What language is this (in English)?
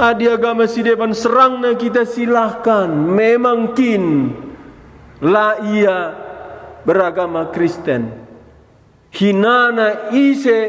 Batak Karo